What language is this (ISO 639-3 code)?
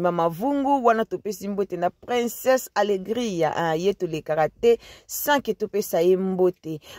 lin